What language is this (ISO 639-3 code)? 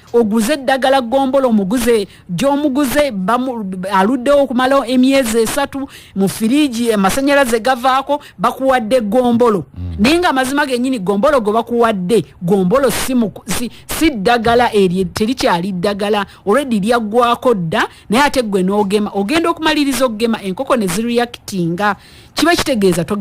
lug